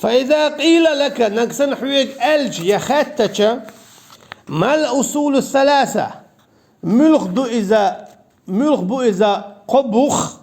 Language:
Chechen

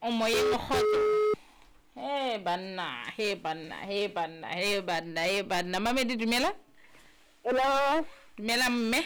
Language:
Southern Sotho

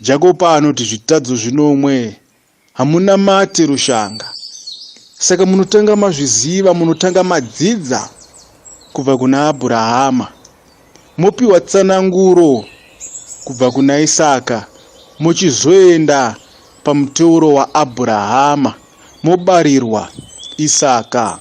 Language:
Shona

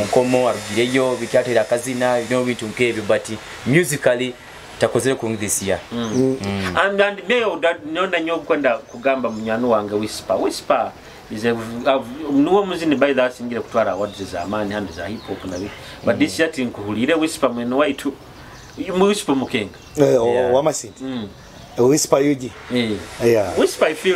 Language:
Nyoro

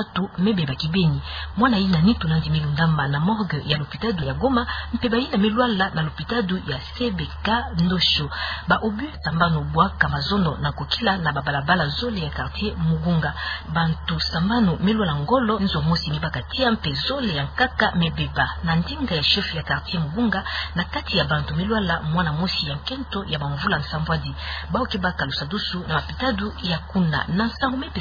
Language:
Kituba (Democratic Republic of Congo)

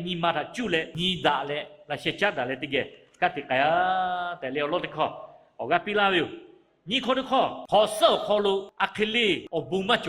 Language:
Lahu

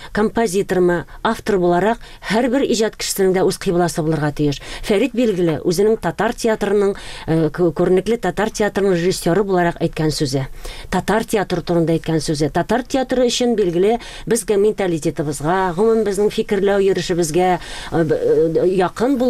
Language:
Tatar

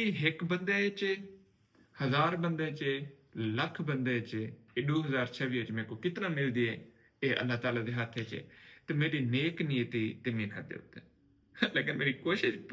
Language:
Saraiki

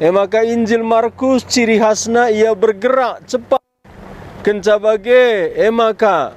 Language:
Batak Karo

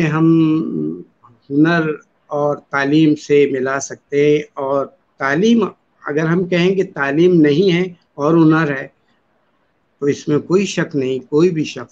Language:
Urdu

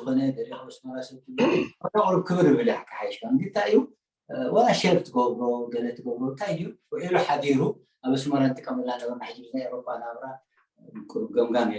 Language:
Tigrinya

